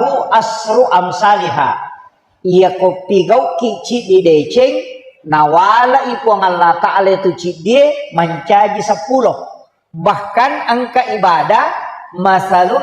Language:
Buginese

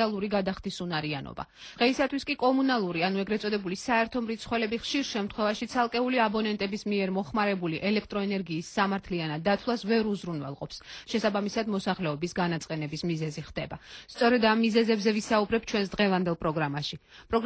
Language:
Georgian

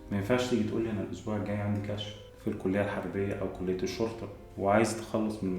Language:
Egyptian Arabic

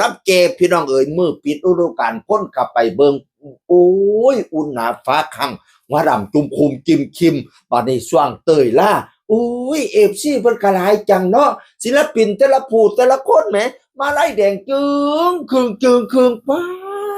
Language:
Northeastern Thai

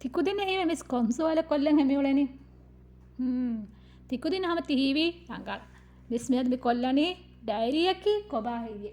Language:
Divehi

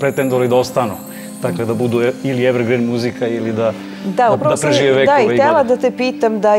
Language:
Serbian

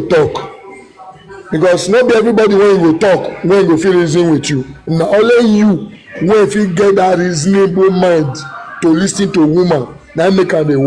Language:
Nigerian Pidgin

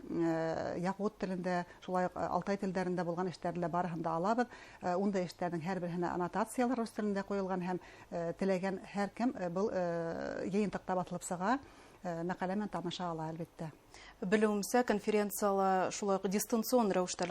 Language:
Bashkir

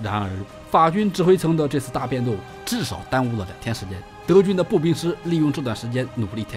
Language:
Chinese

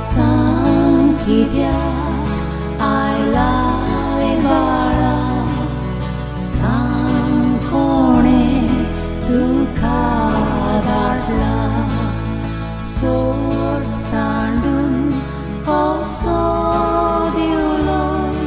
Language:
Konkani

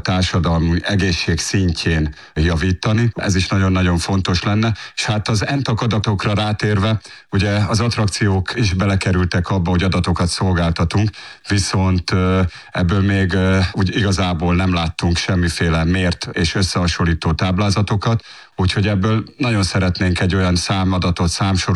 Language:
Hungarian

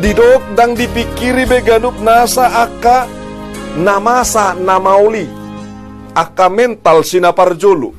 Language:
Batak Toba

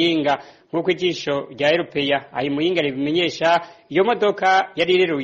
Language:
Rundi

